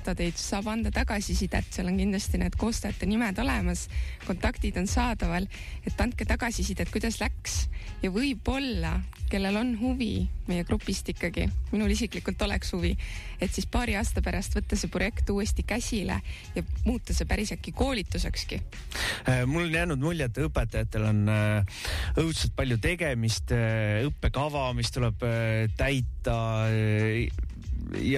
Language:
Estonian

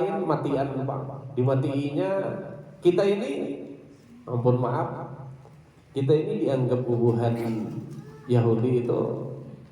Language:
Banjar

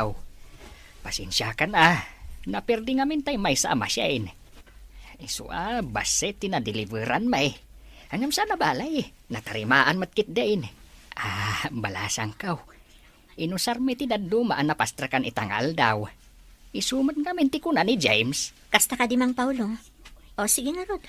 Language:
Iloko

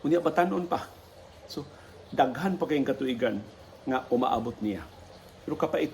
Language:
Cebuano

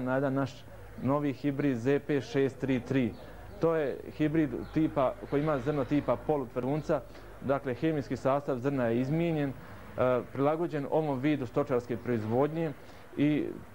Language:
Bosnian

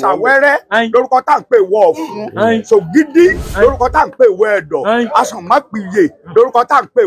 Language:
Yoruba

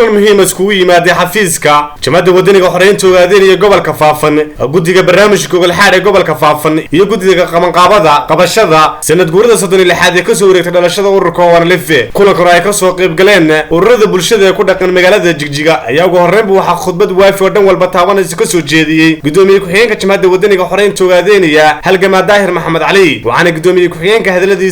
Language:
Somali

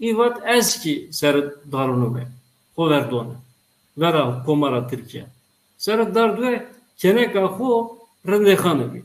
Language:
Zaza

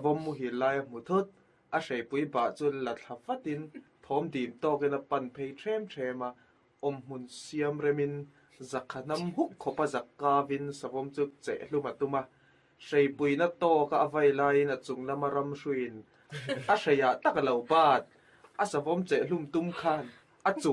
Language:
Mizo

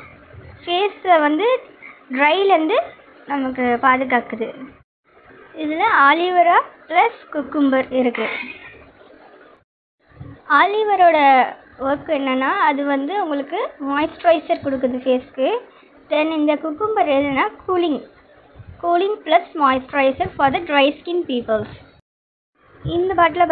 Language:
Tamil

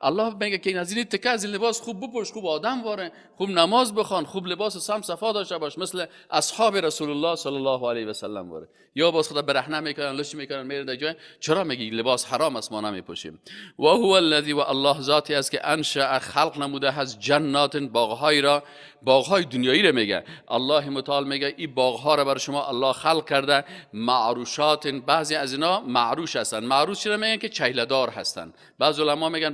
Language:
Persian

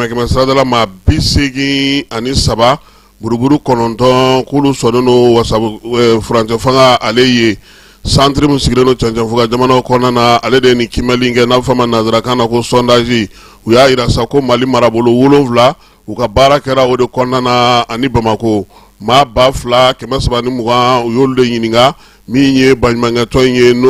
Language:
Bambara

